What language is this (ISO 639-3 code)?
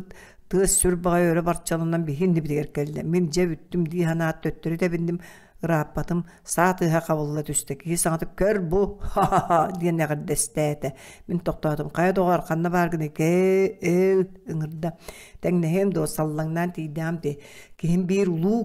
sah